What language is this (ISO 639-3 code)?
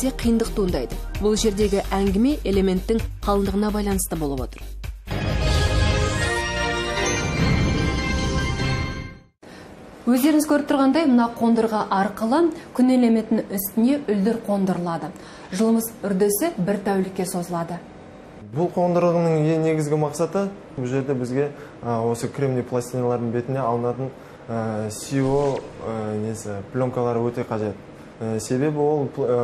kaz